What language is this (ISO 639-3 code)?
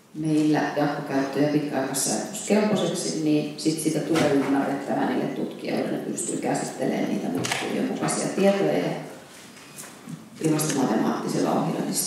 fin